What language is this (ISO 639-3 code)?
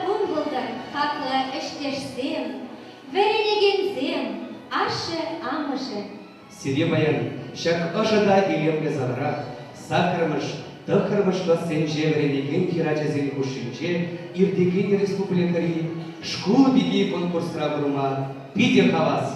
chv